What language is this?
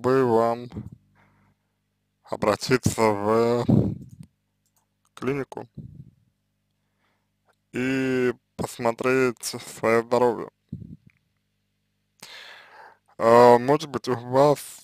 Russian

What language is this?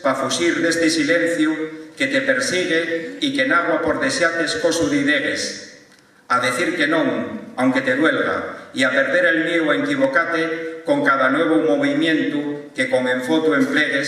Asturian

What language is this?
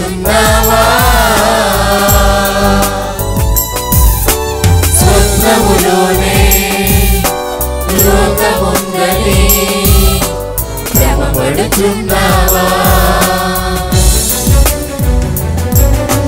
Telugu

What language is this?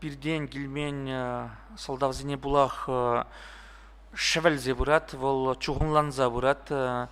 Chuvash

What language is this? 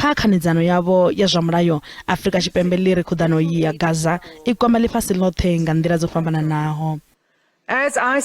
Venda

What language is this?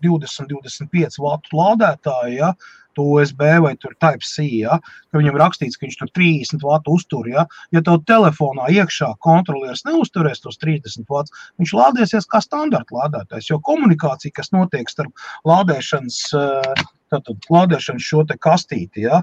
Latvian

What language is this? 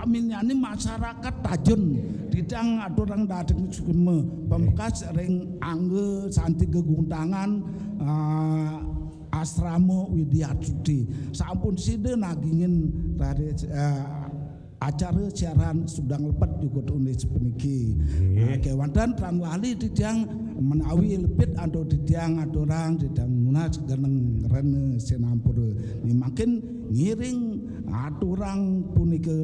Balinese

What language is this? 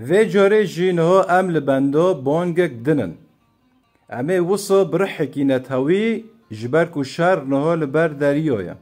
Kurdish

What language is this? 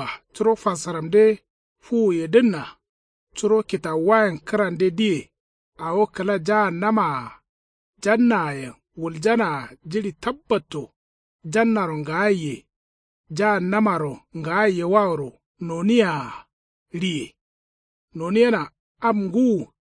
Kanuri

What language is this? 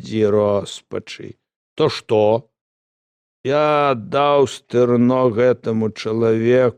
Belarusian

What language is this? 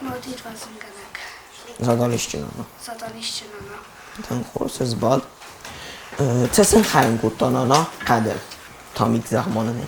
Ossetic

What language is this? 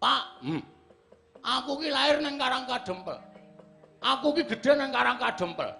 Javanese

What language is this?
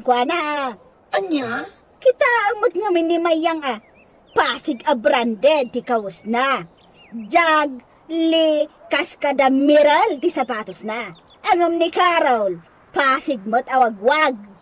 Iloko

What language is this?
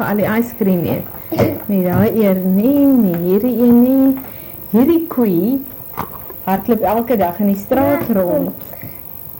Afrikaans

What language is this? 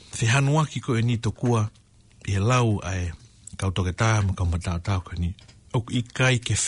Tongan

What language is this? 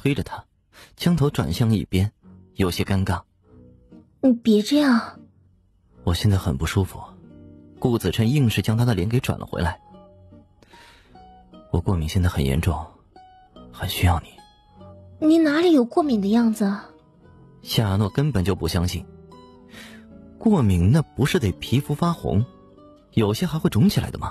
Chinese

